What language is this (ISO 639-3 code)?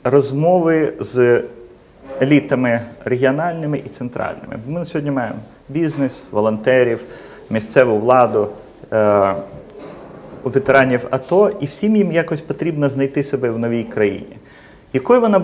ukr